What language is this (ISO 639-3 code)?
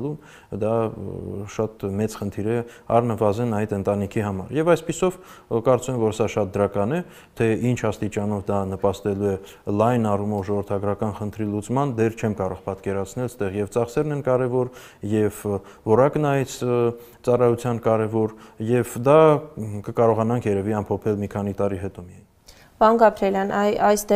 hye